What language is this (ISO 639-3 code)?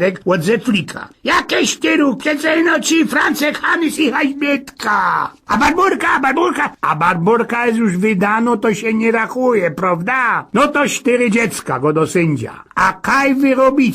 szl